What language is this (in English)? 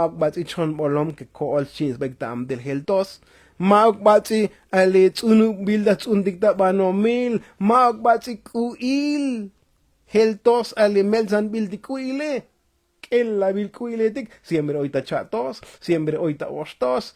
Tzotzil